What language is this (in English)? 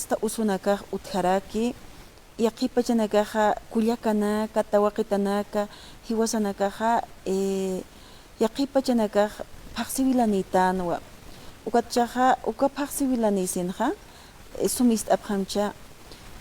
Aymara